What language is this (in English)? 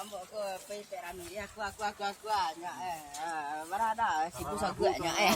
Minangkabau